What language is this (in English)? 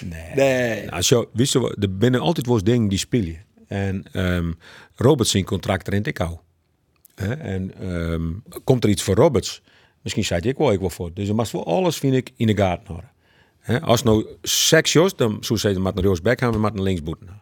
Western Frisian